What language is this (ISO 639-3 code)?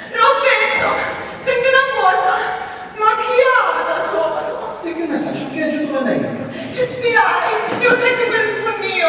scn